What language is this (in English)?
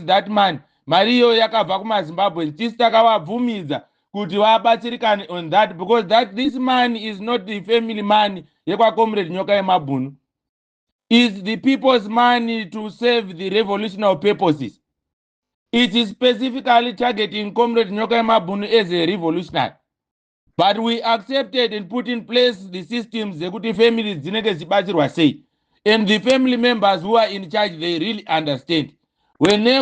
Shona